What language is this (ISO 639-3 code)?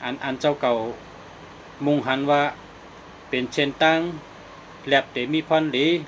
shn